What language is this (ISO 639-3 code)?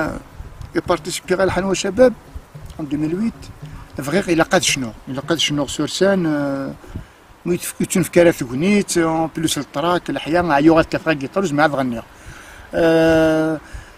kab